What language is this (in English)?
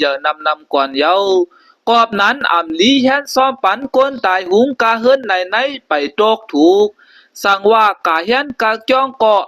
Shan